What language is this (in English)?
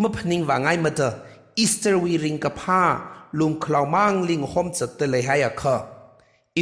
Tangkhul Naga (India)